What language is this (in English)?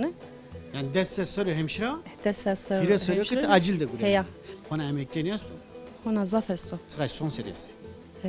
Zaza